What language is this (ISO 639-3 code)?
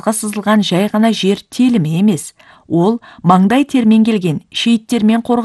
kaz